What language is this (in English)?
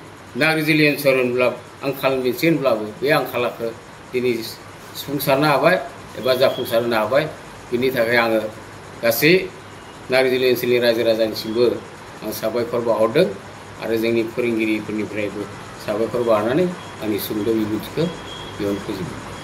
Bodo